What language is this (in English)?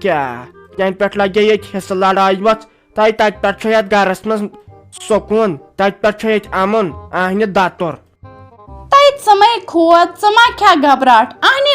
Kashmiri